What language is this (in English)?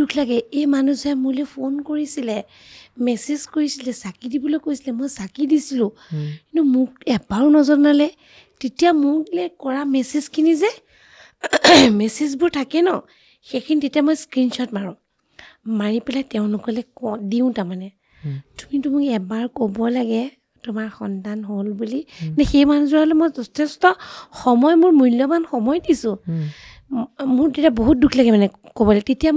Assamese